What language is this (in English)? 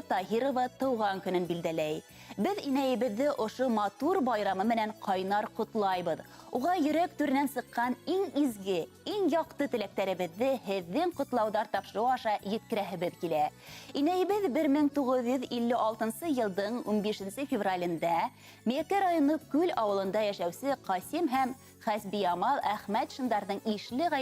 Bashkir